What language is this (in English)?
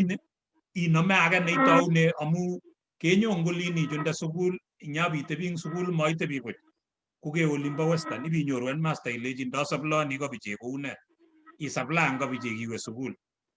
Kalenjin